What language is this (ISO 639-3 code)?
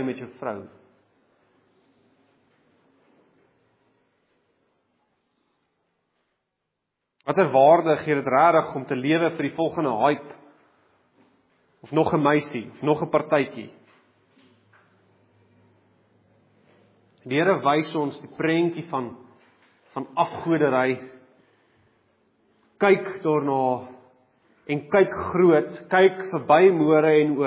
afr